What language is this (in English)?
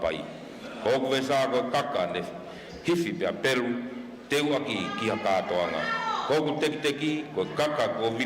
Tongan